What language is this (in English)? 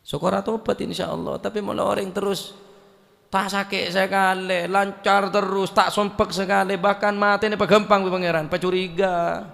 Madurese